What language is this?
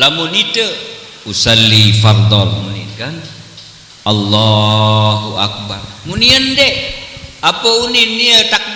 Sasak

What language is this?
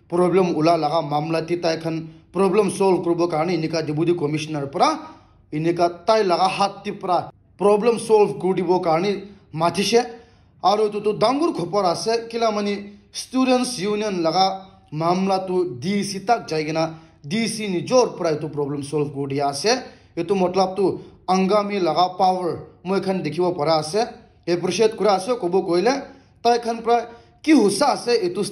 Naga Pidgin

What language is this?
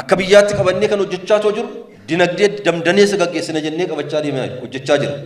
Oromo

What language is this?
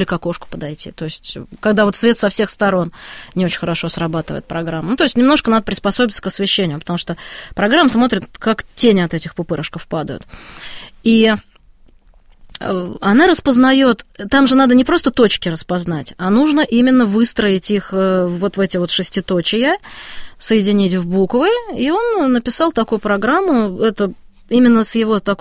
Russian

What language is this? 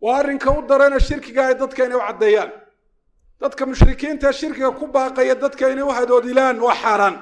Somali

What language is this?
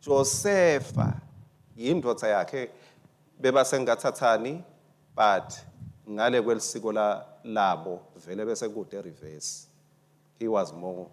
Swati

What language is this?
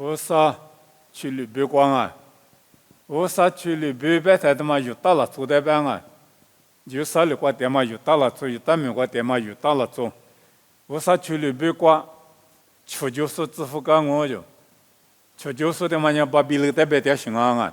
Lisu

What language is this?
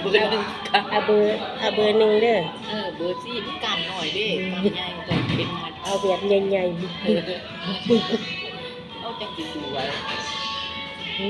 Lao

